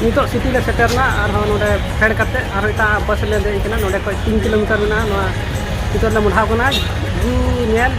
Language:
Santali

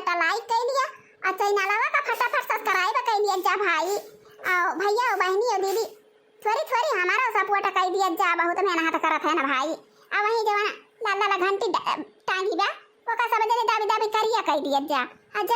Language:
Awadhi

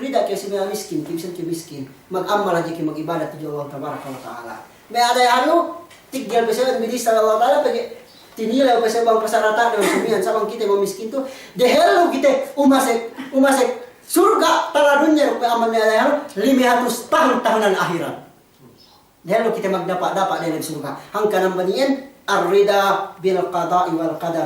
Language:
Yakan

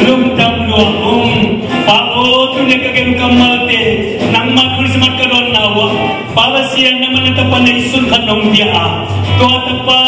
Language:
Tedim Chin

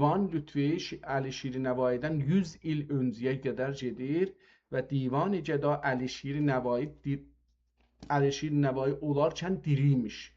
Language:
South Azerbaijani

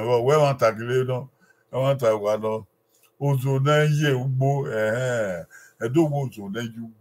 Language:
Bini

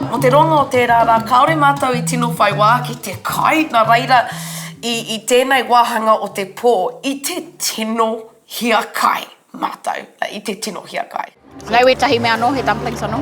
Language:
Māori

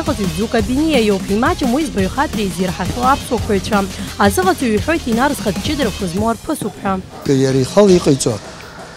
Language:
Abkhazian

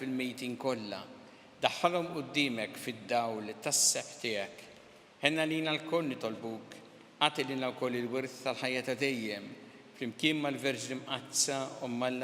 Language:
Maltese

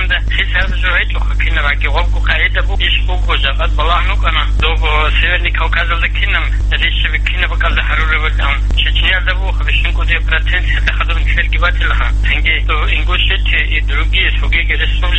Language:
Avaric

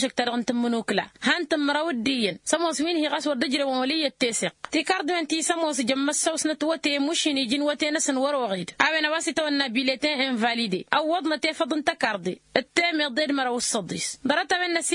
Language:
Tamasheq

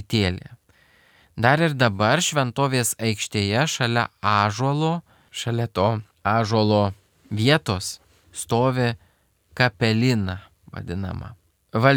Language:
Lithuanian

